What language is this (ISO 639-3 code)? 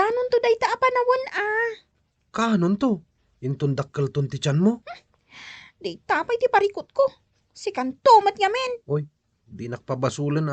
ilo